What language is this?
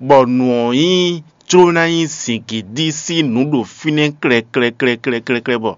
Fon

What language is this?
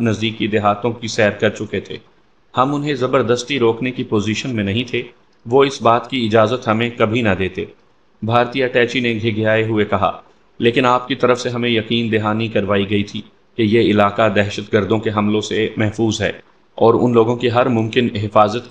Urdu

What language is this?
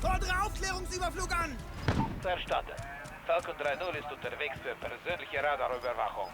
Bavarian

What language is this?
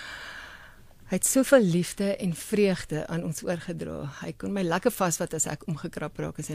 Afrikaans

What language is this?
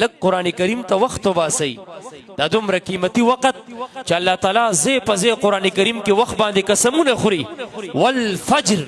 Pashto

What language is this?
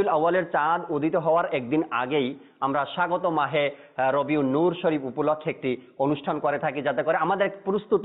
Bangla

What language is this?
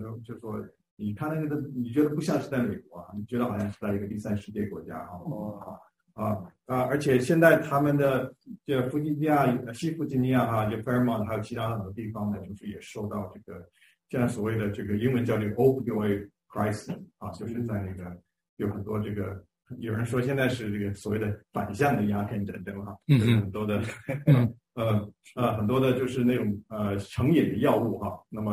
Chinese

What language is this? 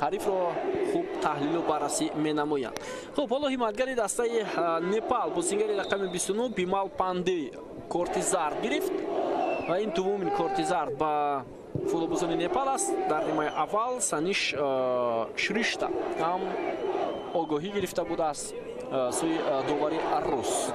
Tajik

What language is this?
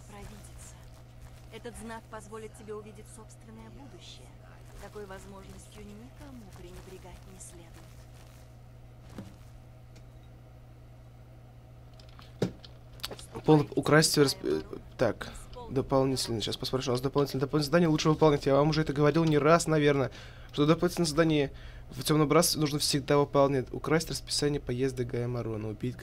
Russian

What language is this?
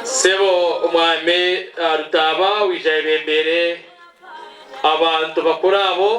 Nyankole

